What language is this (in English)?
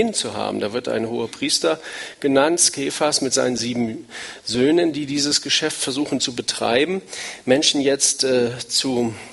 German